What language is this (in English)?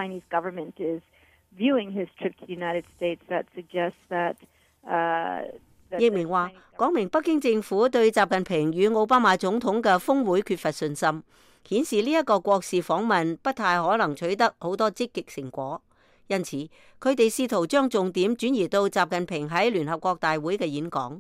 Cantonese